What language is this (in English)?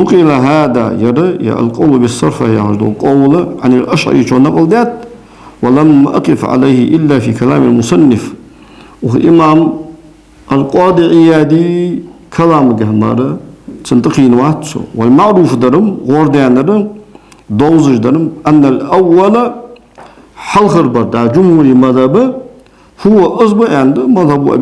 Ingush